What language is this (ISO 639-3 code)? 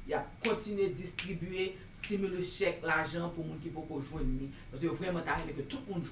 hat